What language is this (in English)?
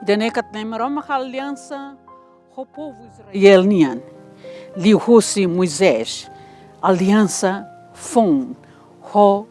Tetum